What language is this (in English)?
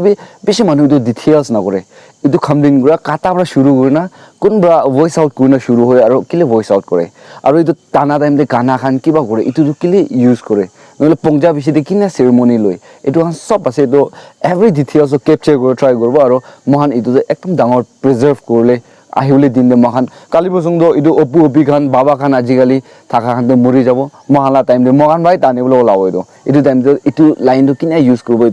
Naga Pidgin